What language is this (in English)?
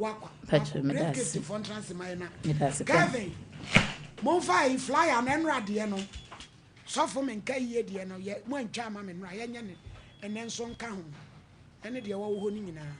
Akan